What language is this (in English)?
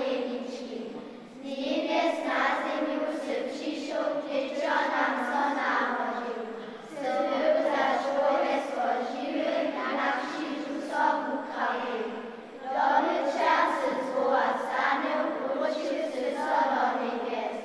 Upper Sorbian